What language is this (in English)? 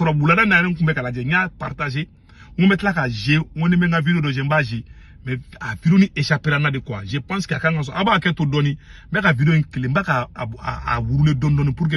Bambara